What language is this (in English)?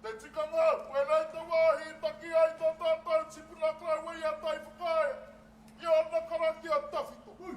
Māori